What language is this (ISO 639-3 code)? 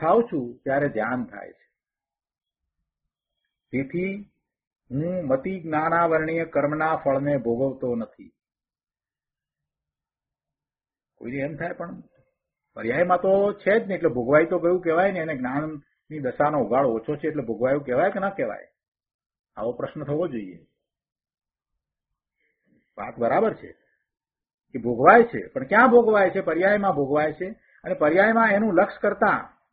guj